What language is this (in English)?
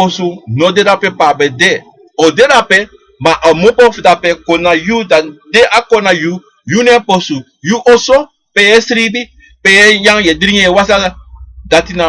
Sranan Tongo